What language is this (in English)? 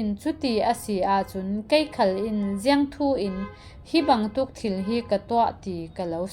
Falam Chin